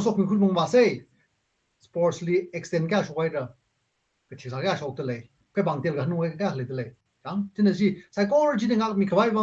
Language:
Tangkhul Naga (India)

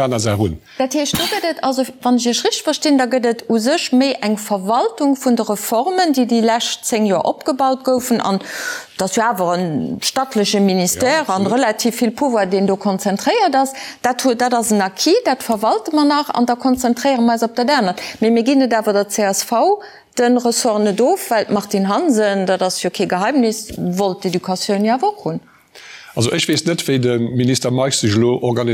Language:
Luxembourgish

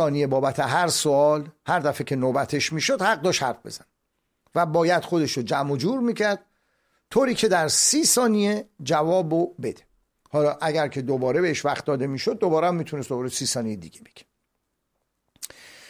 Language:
Persian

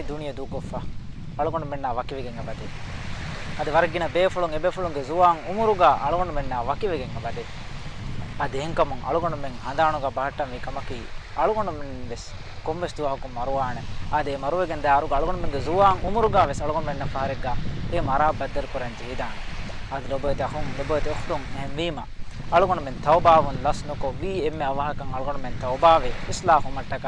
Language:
Divehi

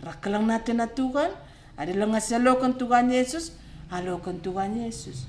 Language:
Batak Karo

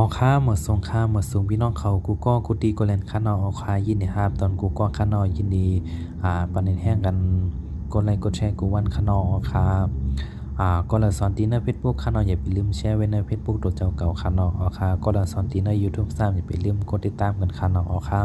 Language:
Shan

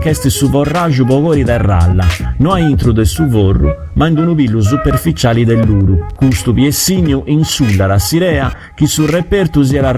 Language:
Sardinian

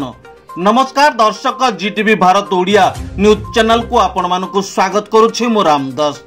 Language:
Odia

